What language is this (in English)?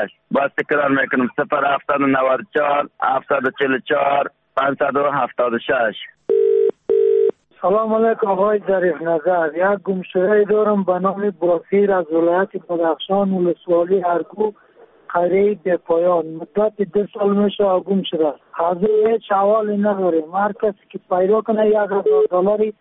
Persian